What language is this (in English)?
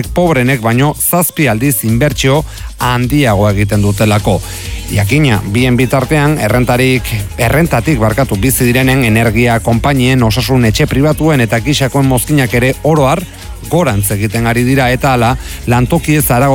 Basque